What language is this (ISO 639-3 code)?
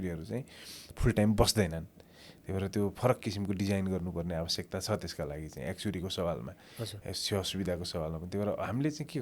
nep